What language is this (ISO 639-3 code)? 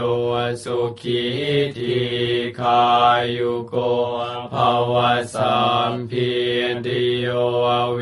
pli